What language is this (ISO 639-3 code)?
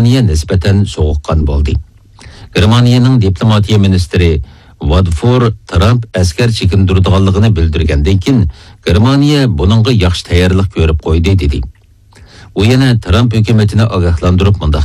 uig